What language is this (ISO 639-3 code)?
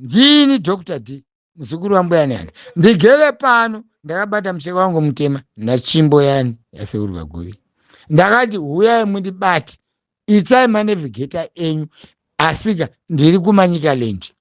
sna